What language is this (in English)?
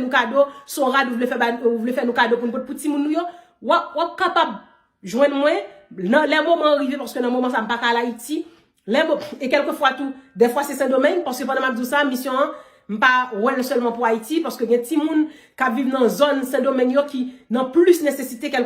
Haitian Creole